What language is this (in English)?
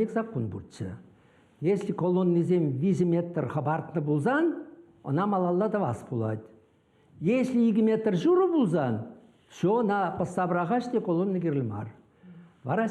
Chuvash